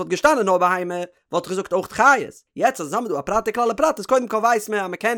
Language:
Yiddish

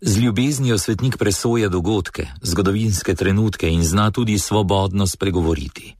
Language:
Slovenian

